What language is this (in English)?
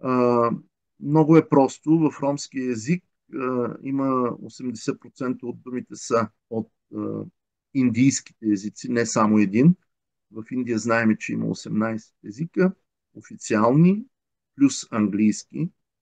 Bulgarian